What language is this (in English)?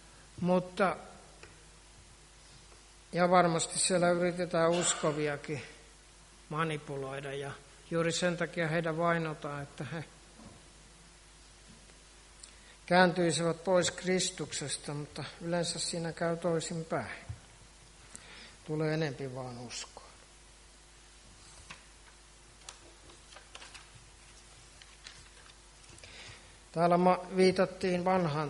Finnish